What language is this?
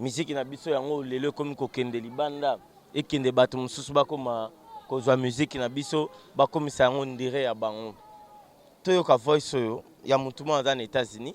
Lingala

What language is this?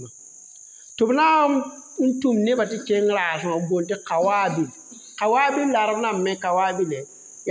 Mossi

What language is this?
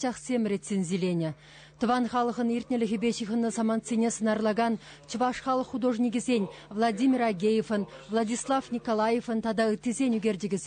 Chuvash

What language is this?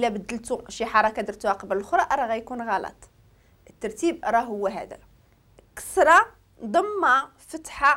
Moroccan Arabic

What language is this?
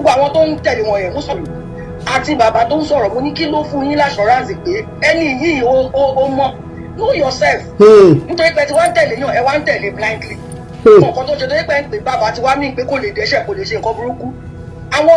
Yoruba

